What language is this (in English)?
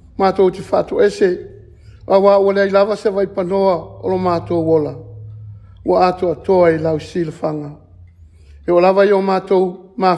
Samoan